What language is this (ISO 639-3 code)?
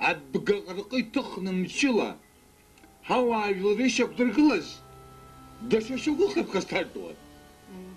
abk